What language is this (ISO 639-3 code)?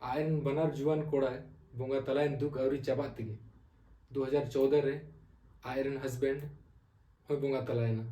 sat